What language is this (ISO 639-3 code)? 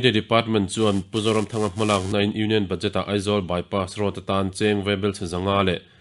lus